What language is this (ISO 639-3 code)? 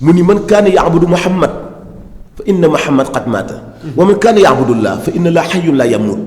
wol